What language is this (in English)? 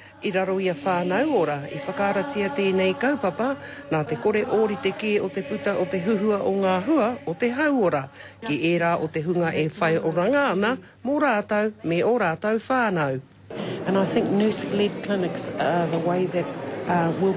Māori